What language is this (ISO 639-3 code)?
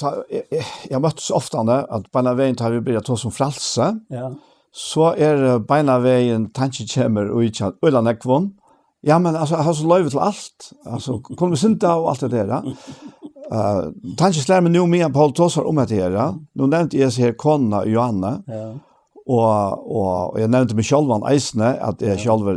fao